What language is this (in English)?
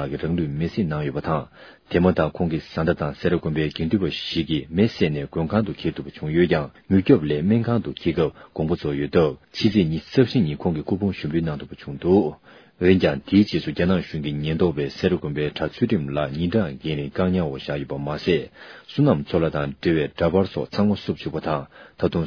Tibetan